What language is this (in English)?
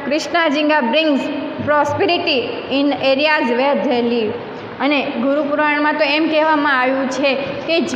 Gujarati